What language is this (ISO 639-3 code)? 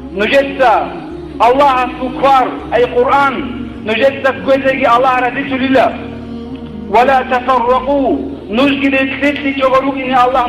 ava